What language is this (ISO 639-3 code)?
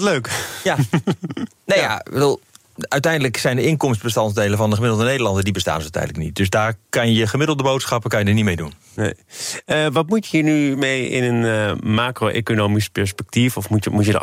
nld